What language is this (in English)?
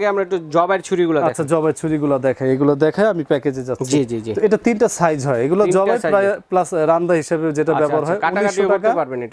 Bangla